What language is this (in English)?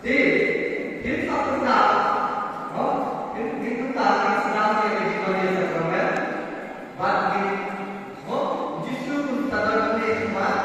Khasi